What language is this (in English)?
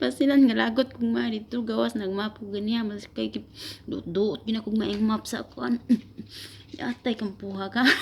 Cebuano